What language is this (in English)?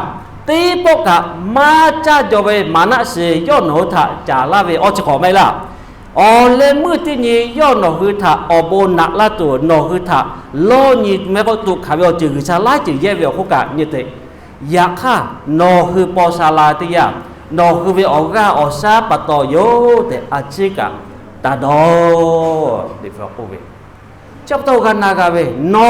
Lahu